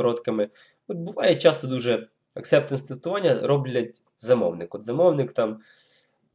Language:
Ukrainian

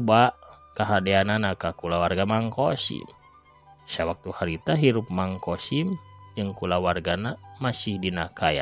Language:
Sundanese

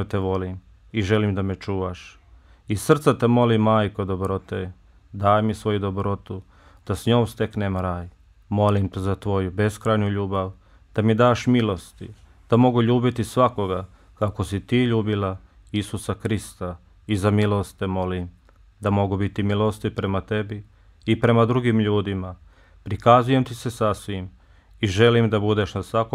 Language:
Bosnian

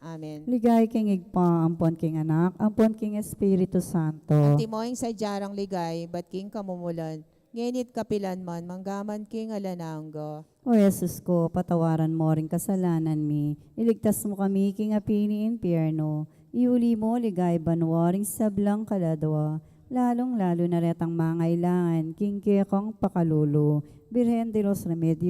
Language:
Pampanga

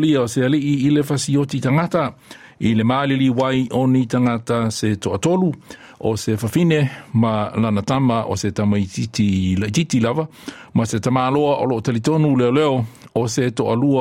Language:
Samoan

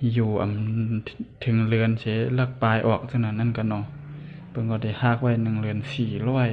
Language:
Shan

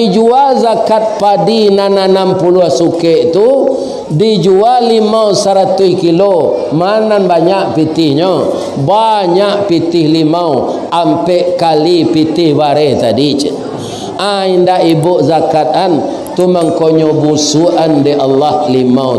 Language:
Minangkabau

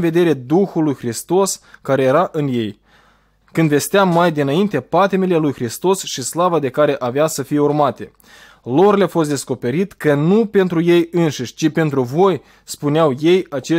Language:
Romanian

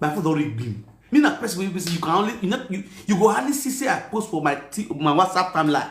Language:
Nigerian Pidgin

